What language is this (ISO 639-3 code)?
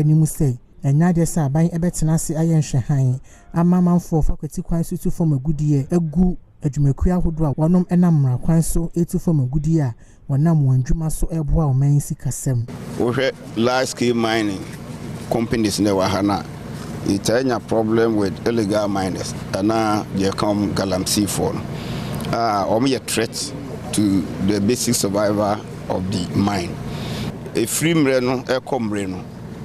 aka